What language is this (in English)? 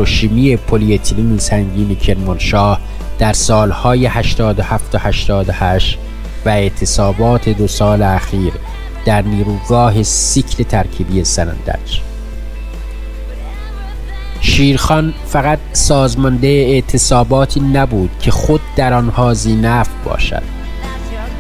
Persian